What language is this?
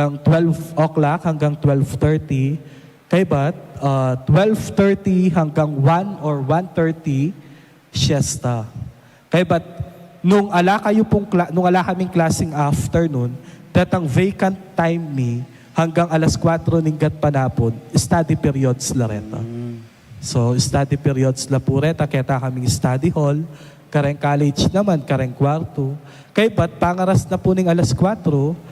Pampanga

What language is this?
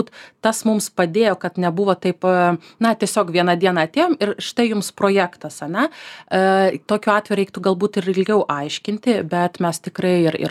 Lithuanian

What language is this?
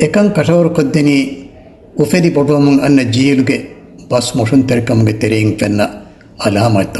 Divehi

